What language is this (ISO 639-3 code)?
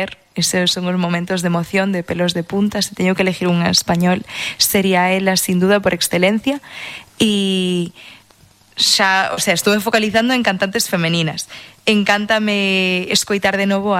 glg